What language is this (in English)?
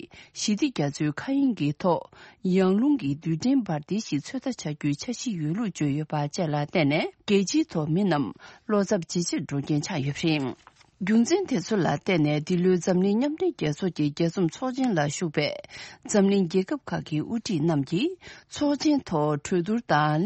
Tibetan